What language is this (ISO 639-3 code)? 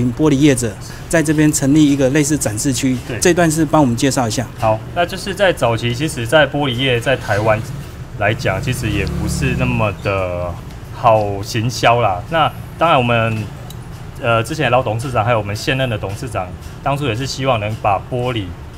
zho